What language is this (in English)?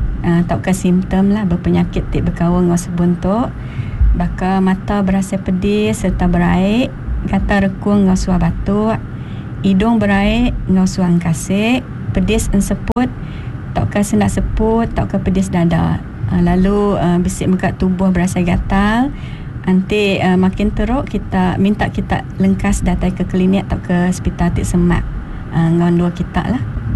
Iban